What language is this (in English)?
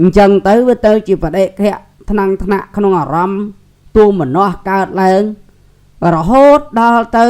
Khmer